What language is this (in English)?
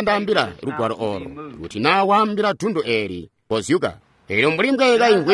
Tonga (Zambia)